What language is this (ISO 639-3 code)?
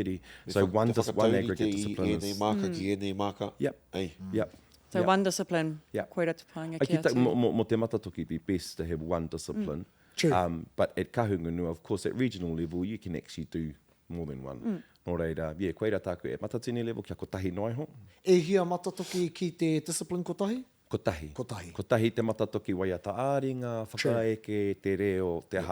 mri